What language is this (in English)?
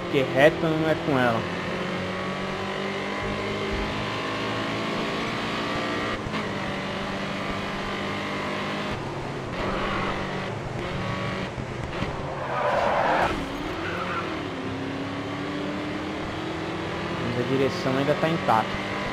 Portuguese